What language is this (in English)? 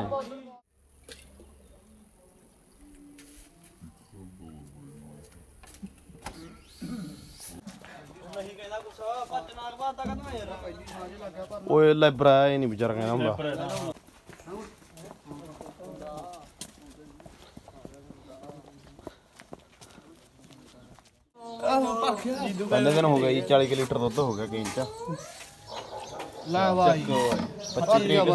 Punjabi